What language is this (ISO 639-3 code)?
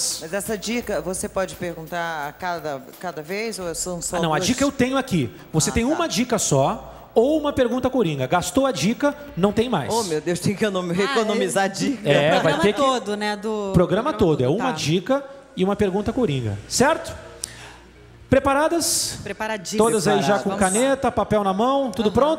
por